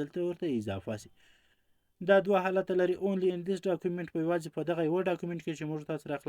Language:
Pashto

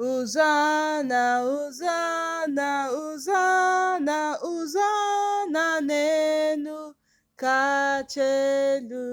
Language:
Igbo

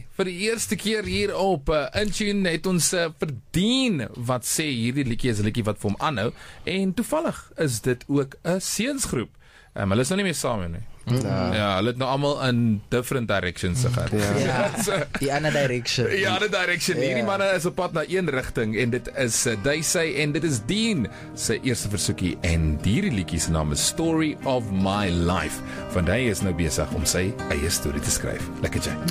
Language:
Afrikaans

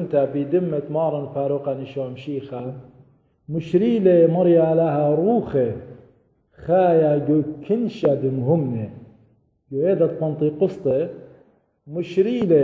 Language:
Assyrian Neo-Aramaic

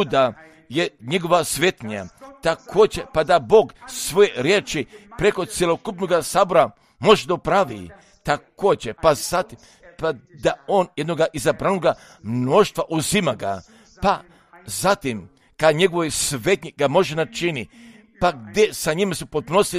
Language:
Croatian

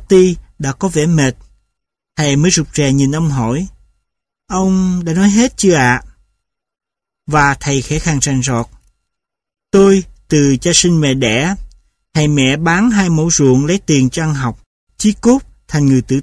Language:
Vietnamese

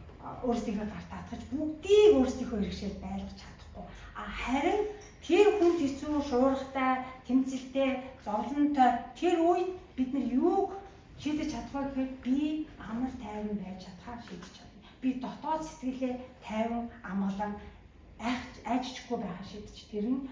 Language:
Mongolian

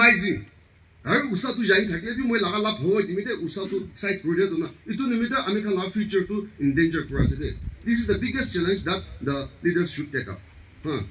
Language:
Naga Pidgin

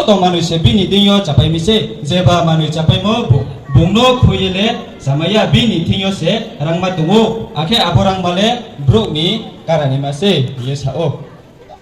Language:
Riang (India)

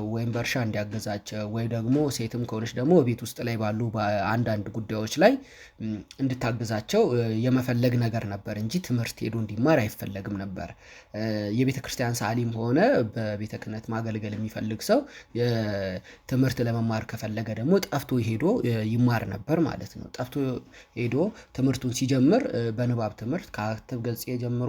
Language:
Amharic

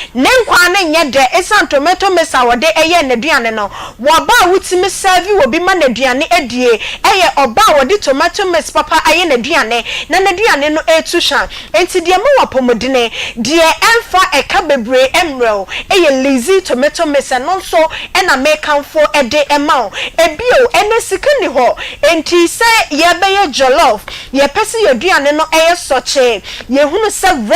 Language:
Akan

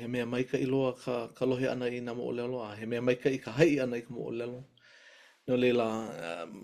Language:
Hawaiian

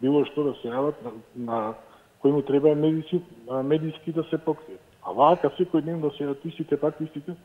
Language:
Macedonian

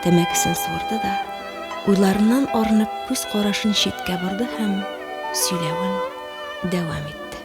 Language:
Tatar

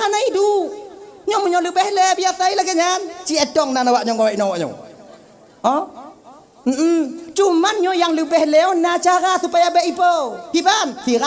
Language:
Achinese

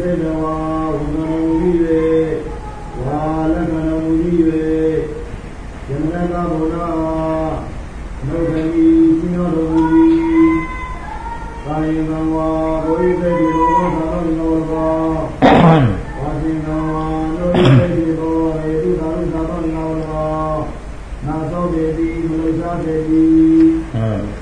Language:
Burmese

